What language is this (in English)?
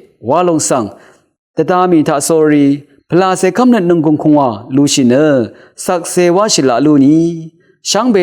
Rawang